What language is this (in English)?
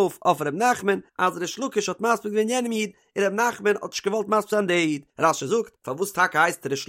Yiddish